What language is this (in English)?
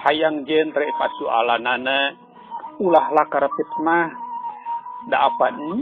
Sundanese